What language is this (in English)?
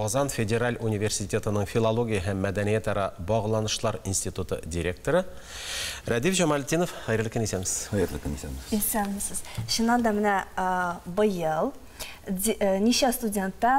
Tatar